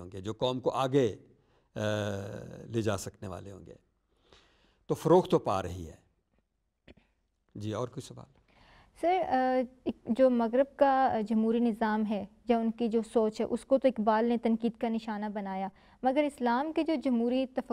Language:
Urdu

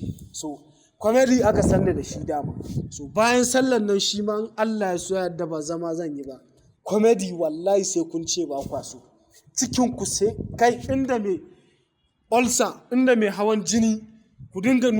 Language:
Hausa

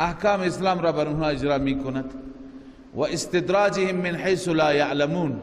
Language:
Persian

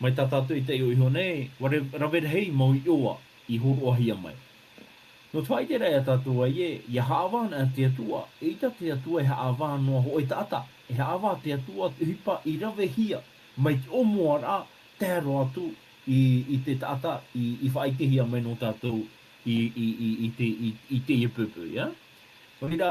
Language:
Tahitian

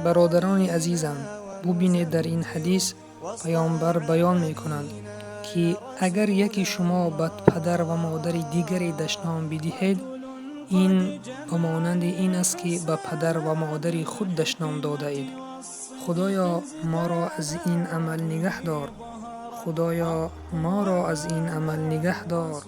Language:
Tajik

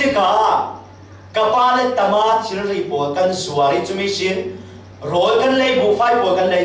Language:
Falam Chin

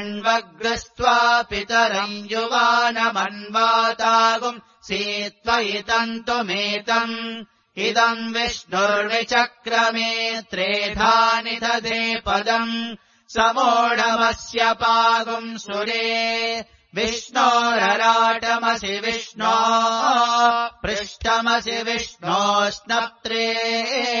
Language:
Sanskrit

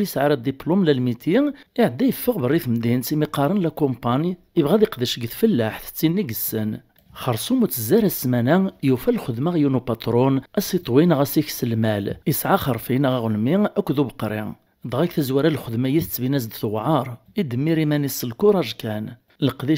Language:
Kabyle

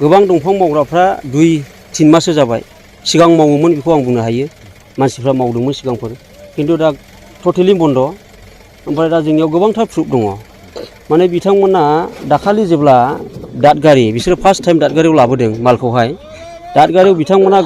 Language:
Bodo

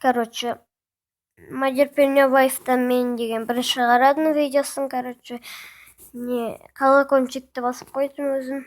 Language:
Kazakh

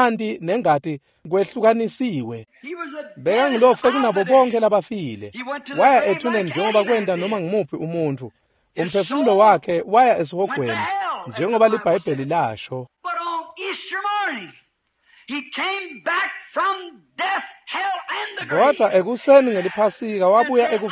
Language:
Swati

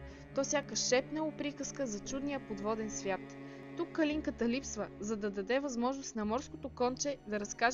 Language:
Bulgarian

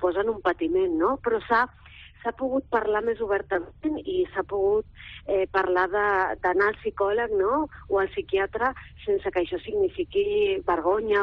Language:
Catalan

